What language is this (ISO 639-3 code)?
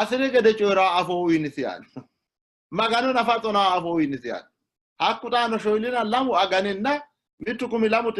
sid